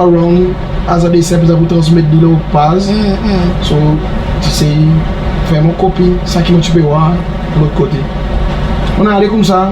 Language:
Seselwa Creole French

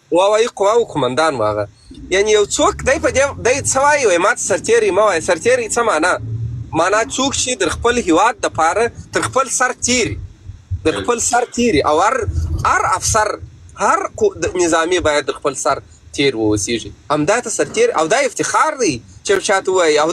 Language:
Pashto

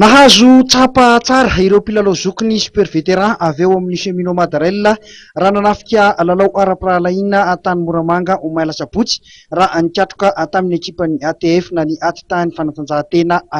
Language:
Malagasy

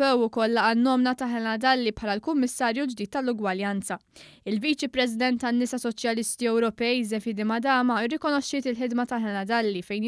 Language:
Maltese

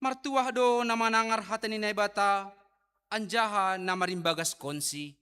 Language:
Batak Simalungun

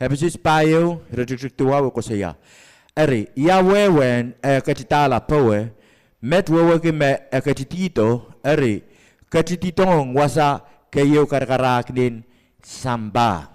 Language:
Pohnpeian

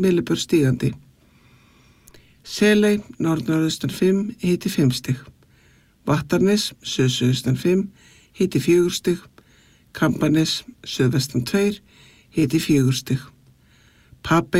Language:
Icelandic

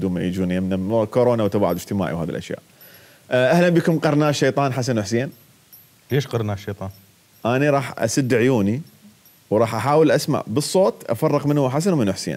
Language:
Mesopotamian Arabic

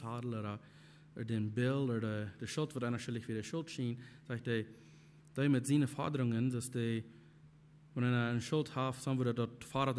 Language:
Plautdietsch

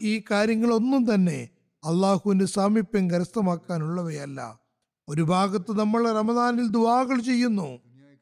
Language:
Malayalam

